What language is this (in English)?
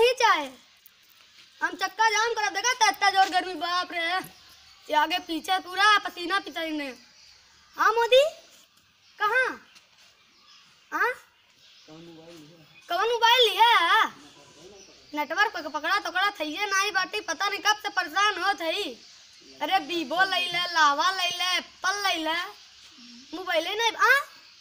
Bhojpuri